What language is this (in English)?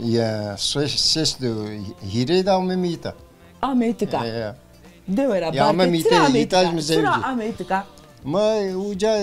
Zaza